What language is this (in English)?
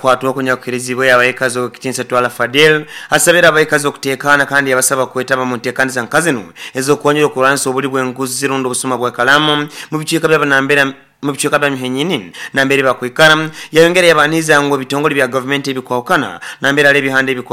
Nyoro